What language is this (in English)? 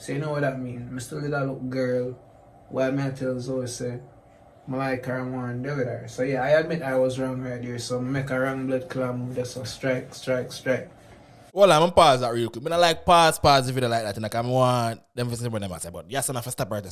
Jamaican Creole English